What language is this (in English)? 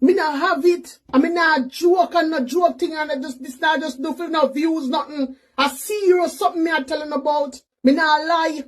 Jamaican Creole English